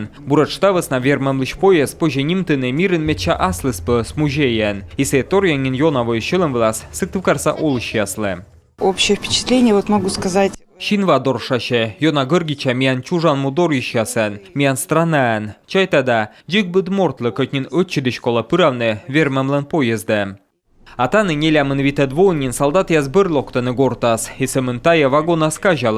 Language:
Komi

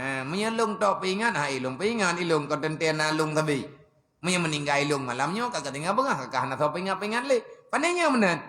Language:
Achinese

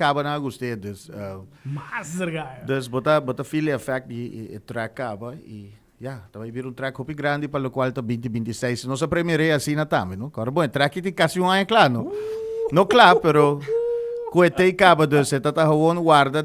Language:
Papiamento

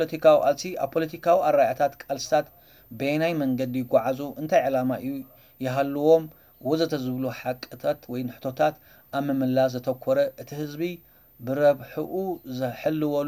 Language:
Tigrinya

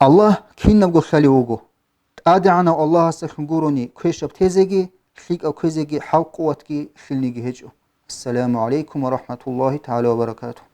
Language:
Avaric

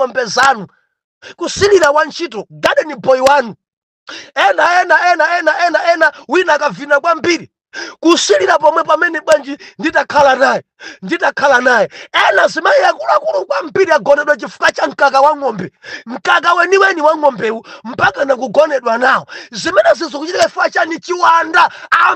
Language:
Nyanja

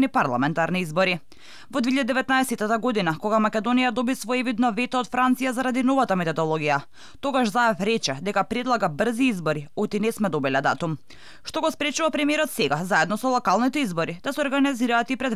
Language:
Macedonian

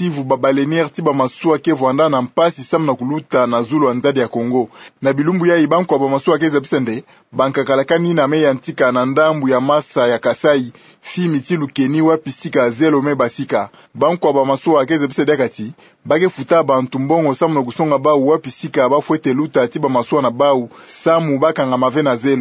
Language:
Kituba (Democratic Republic of Congo)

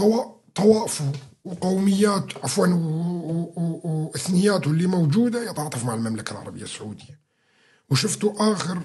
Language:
North Levantine Arabic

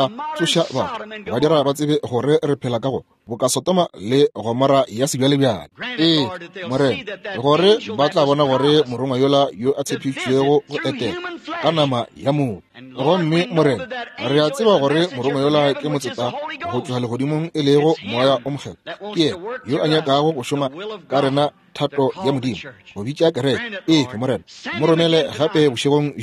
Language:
Northern Sotho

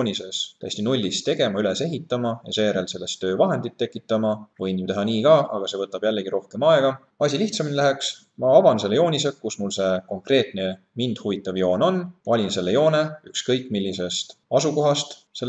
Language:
Estonian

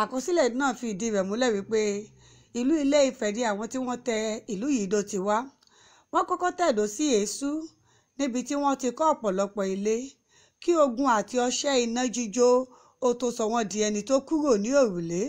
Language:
Yoruba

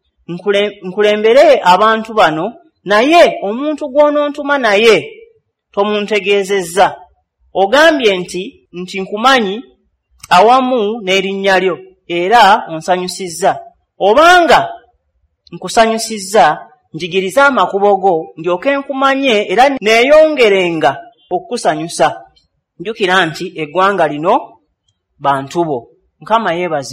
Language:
Ganda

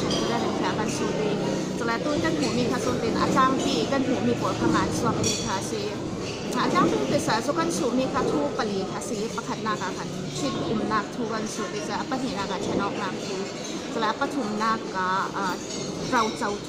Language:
Hakha Chin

